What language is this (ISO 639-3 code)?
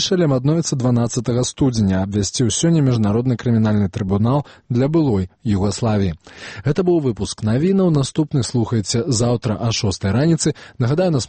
bel